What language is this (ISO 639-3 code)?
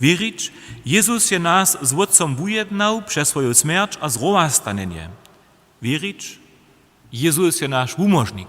hsb